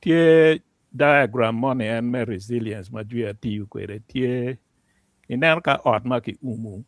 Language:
Acoli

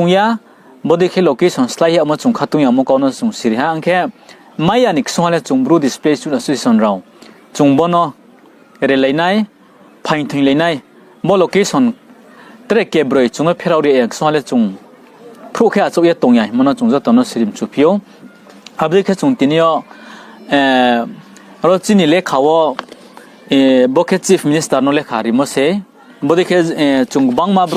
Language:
Riang (India)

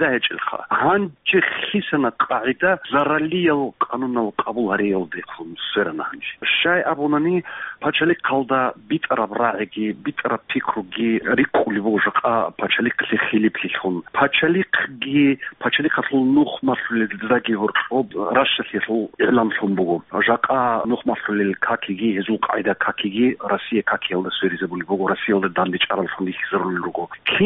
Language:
Avaric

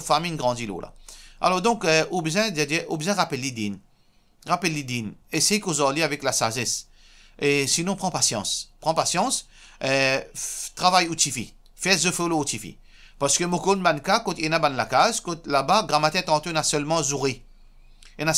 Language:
Morisyen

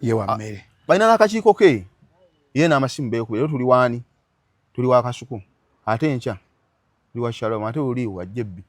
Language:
Ganda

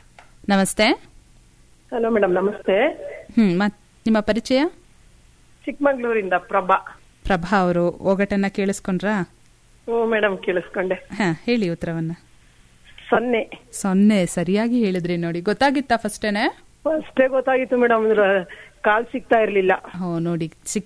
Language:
Kannada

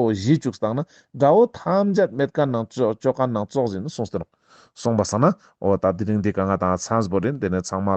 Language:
Ladakhi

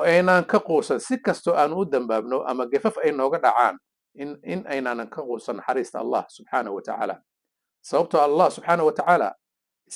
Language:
Somali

